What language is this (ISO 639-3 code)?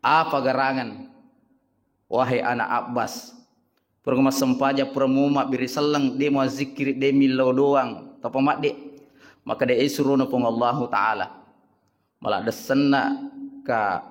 bug